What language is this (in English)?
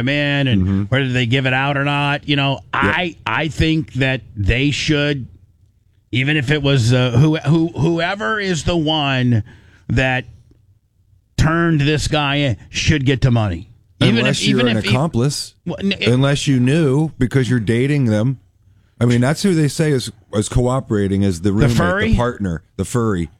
English